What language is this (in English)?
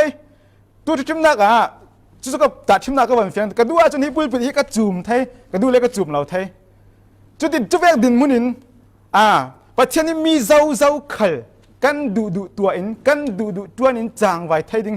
Falam Chin